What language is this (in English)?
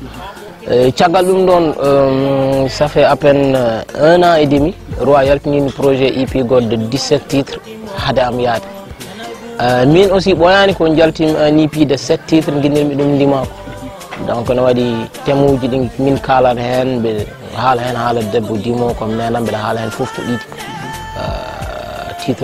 Fula